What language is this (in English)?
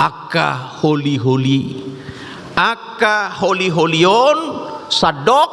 Batak Toba